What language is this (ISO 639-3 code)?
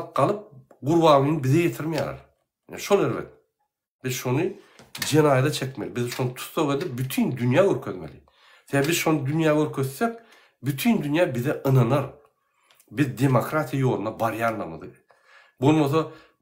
tuk